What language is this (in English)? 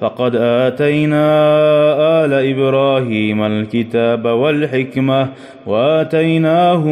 Kumyk